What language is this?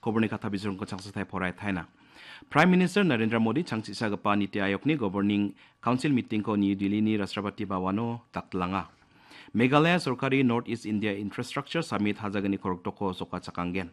Garo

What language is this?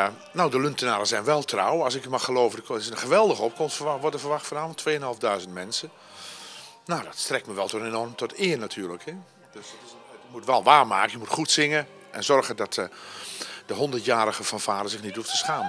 Dutch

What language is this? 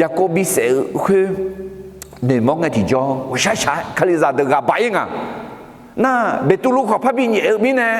Akha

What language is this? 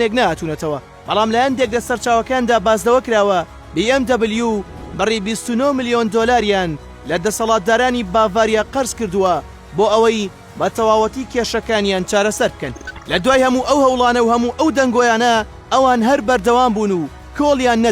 Central Kurdish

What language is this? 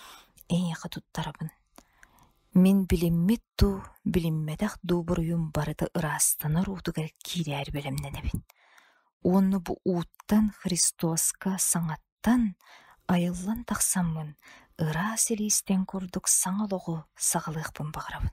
Yakut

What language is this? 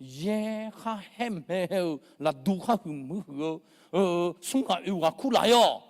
Akha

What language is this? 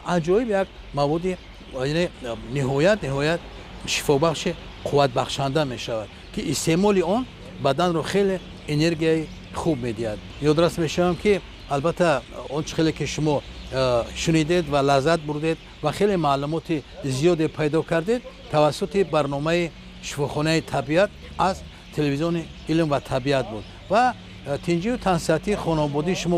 Tajik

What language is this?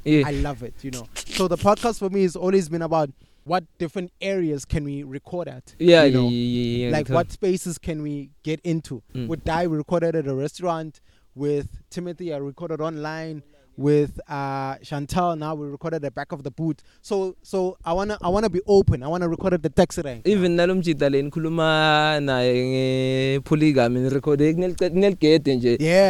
English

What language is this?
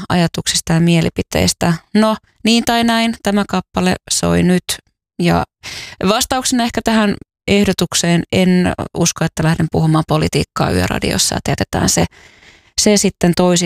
Finnish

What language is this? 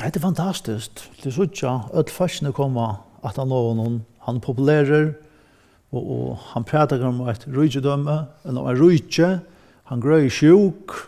Faroese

